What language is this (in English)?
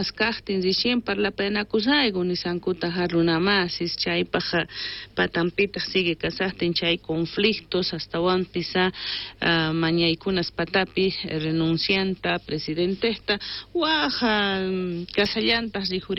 South Bolivian Quechua